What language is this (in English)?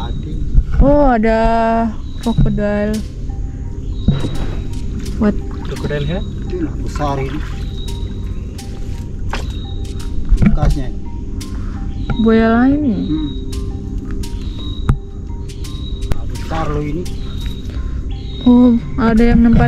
Indonesian